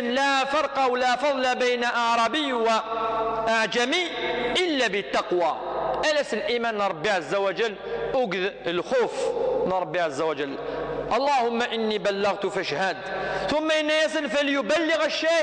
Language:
Kabyle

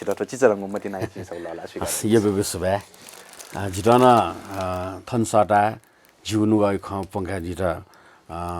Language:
Newari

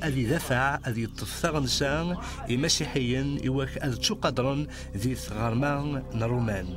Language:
Kabyle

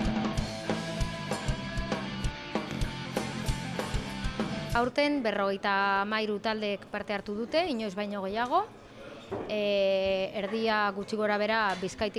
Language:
Basque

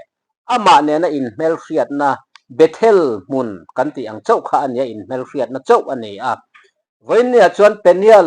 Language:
Mizo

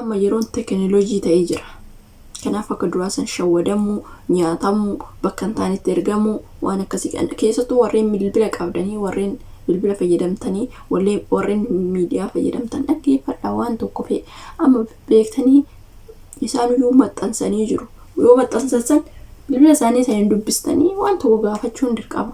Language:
Oromo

